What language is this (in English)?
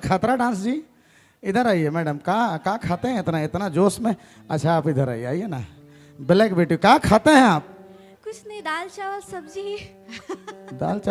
Sadri